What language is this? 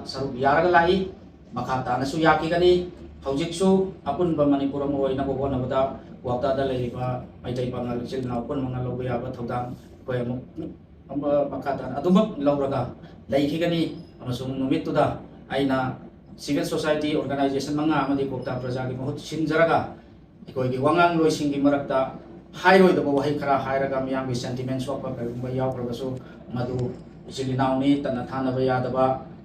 Manipuri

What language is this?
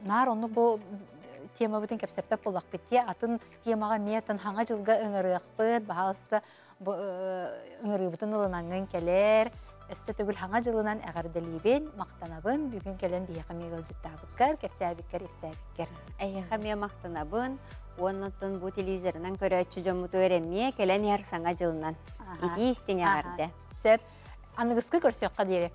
Yakut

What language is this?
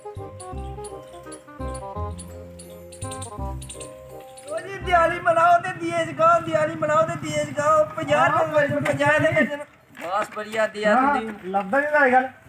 Dogri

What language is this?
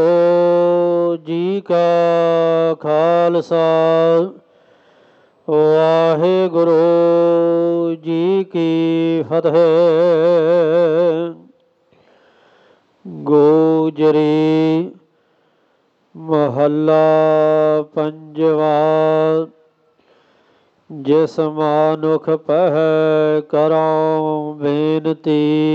Punjabi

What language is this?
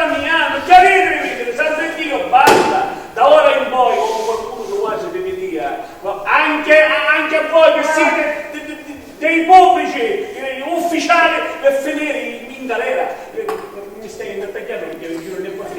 Sicilian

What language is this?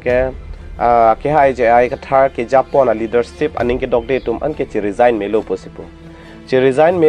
Karbi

